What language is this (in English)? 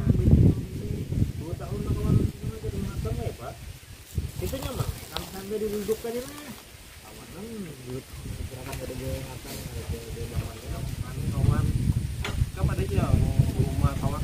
Banjar